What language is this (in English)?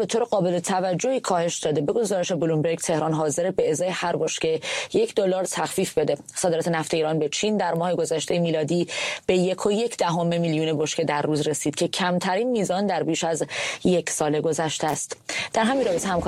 Persian